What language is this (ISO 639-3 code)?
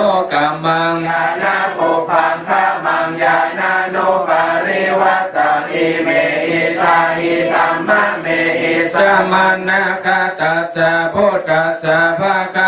pli